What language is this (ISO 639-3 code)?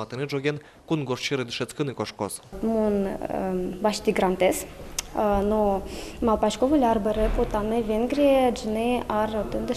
udm